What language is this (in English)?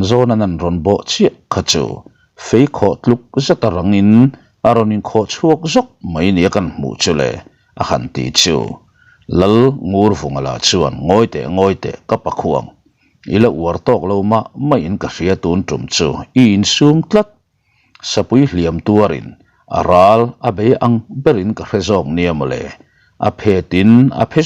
Mizo